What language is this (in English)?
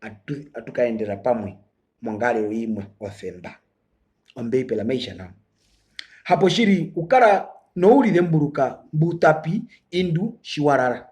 Herero